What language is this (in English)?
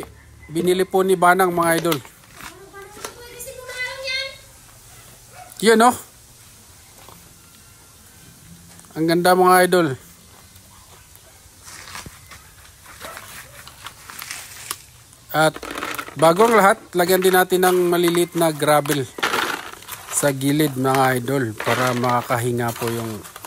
Filipino